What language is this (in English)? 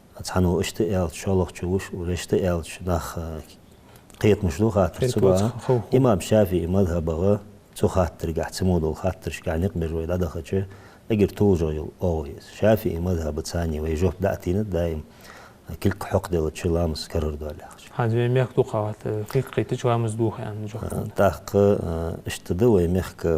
Ingush